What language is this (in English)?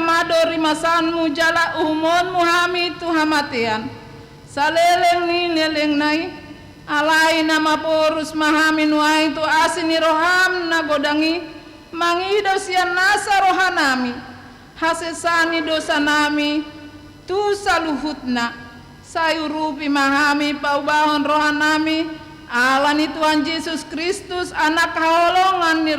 Batak Toba